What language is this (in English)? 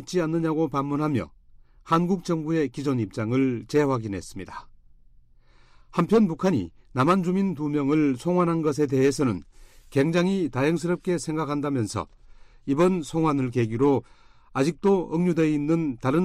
Korean